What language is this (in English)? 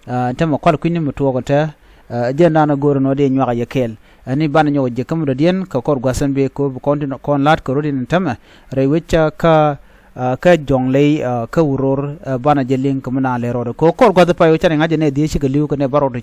Nuer